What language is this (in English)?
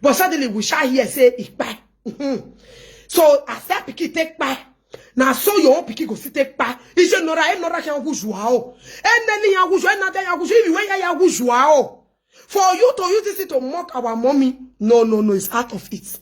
Nigerian Pidgin